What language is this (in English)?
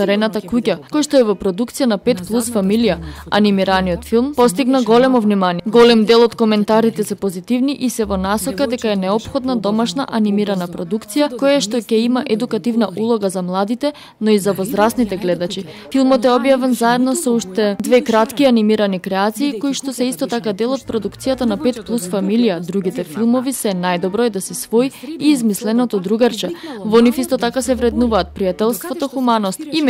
Macedonian